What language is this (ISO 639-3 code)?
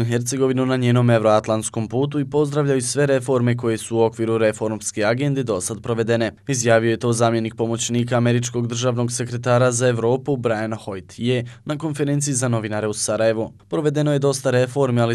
bos